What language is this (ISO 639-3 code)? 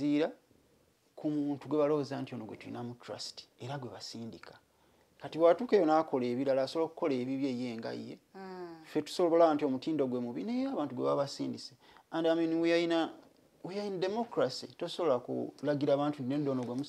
lug